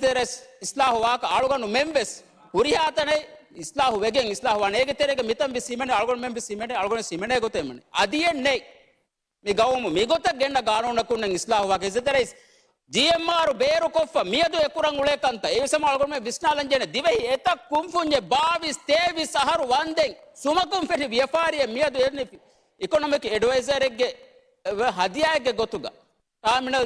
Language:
Divehi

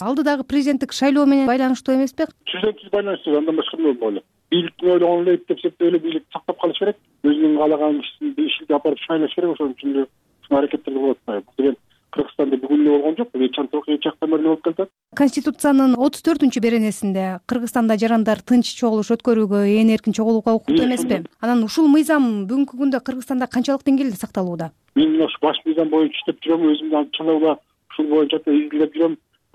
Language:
Kyrgyz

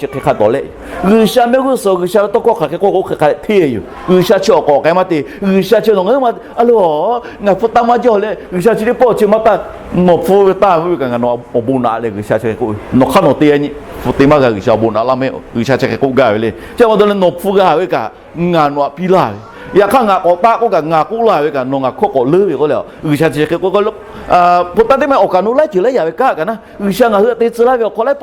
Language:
Lahu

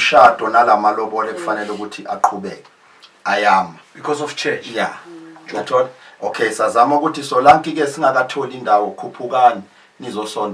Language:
Zulu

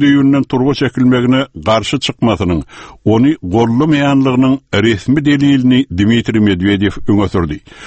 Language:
Turkmen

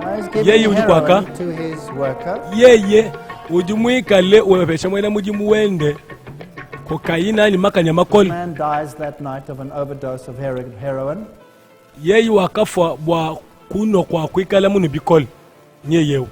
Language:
Luba-Lulua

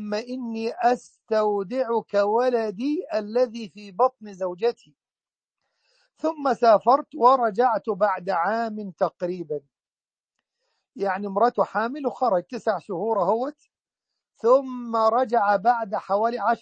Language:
Arabic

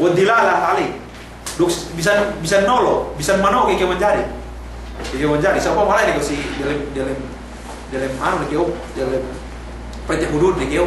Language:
Yakan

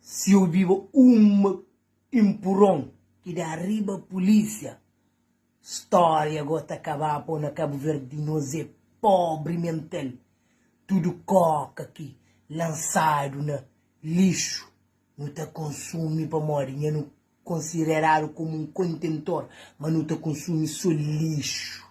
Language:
Kabuverdianu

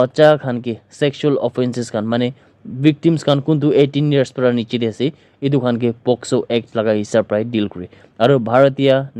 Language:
Naga Pidgin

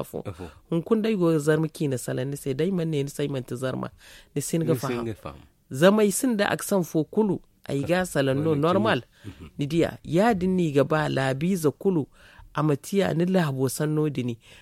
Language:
Zarma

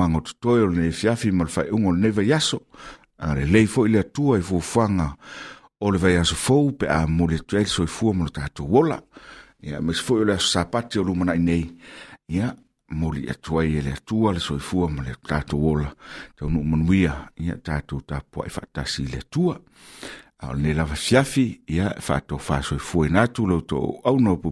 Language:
Samoan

